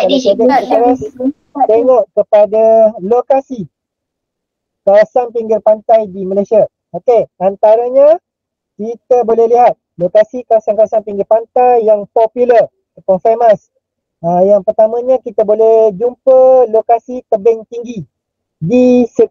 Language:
Malay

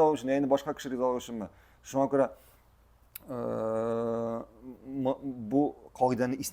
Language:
Tatar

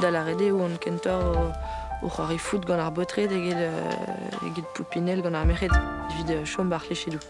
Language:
Breton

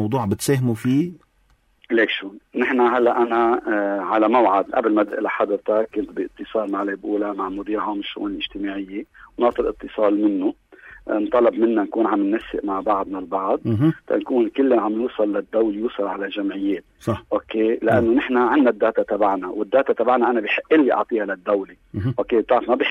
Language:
North Levantine Arabic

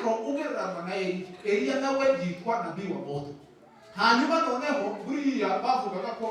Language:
Kinyarwanda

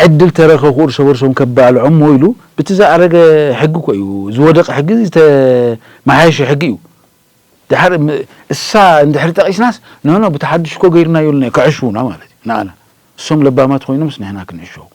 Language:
Tigrinya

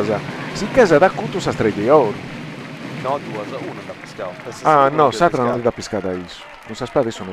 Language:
Sardinian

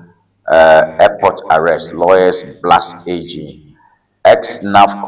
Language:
Ewe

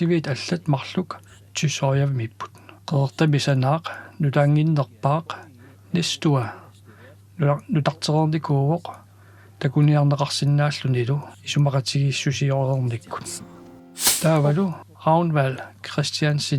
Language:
Kalaallisut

